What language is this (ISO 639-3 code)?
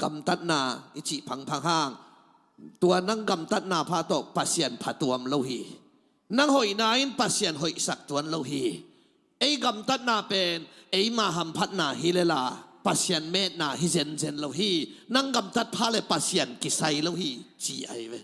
ctd